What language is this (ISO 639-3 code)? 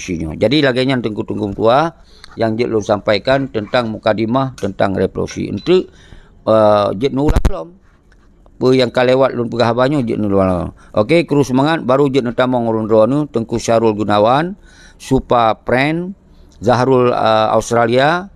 ace